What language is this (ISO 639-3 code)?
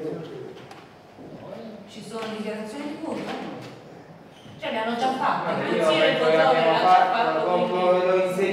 ita